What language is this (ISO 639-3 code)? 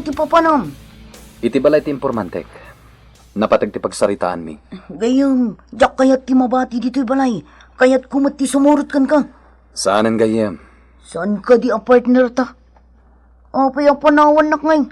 ilo